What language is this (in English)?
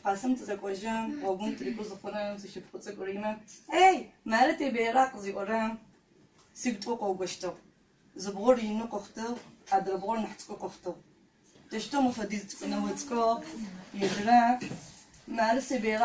Adyghe